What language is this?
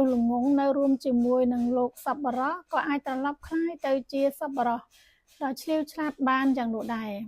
Khmer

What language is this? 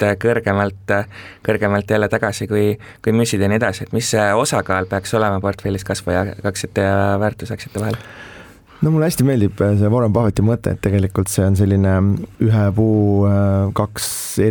Estonian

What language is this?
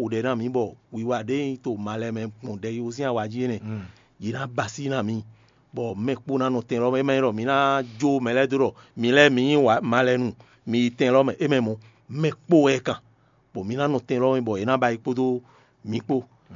Fon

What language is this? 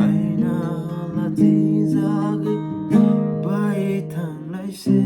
Kok Borok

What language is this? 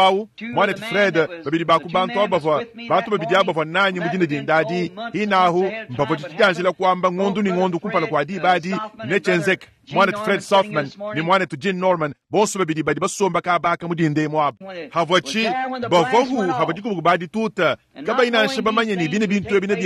Luba-Lulua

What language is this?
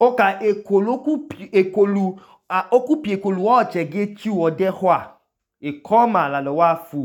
Idoma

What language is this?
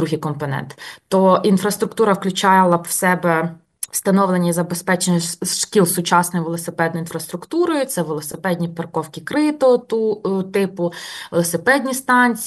Ukrainian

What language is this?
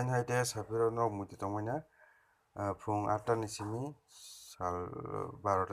Kok Borok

